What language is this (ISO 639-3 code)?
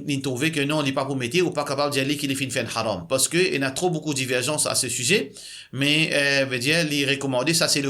mfe